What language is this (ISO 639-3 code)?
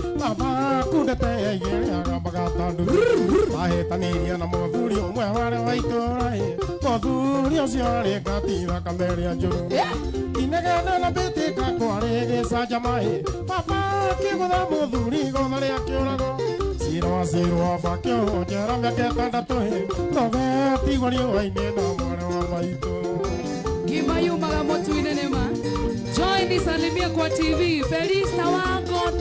kik